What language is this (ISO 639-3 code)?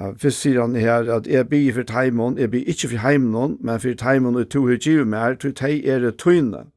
fao